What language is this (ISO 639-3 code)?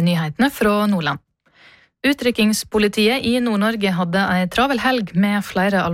nor